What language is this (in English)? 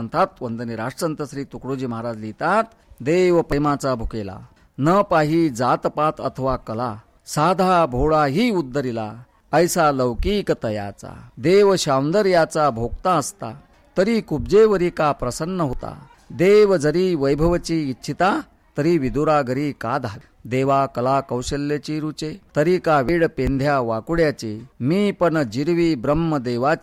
Marathi